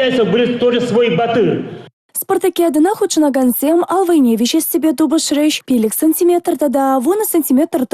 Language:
Chuvash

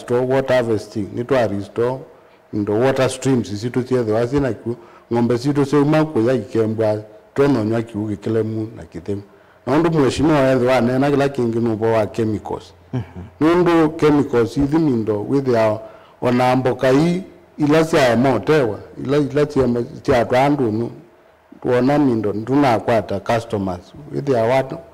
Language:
Kamba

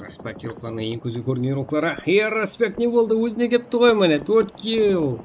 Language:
Kara-Kalpak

